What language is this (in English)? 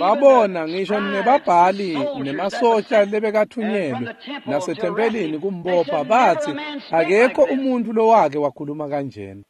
Swati